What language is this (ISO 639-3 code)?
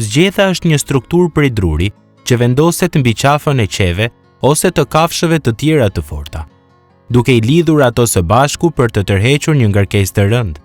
sqi